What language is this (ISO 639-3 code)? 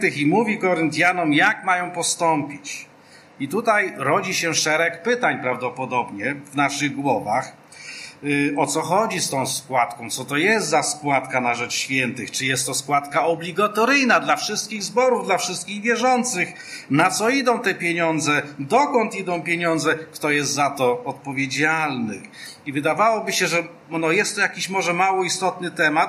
pol